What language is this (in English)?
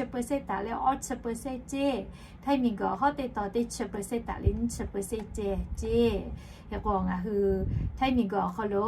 Lahu